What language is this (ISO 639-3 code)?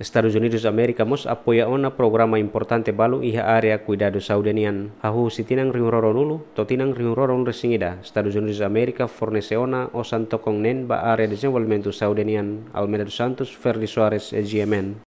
tet